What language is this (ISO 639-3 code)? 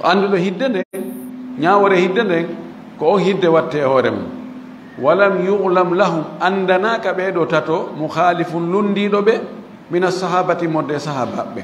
ful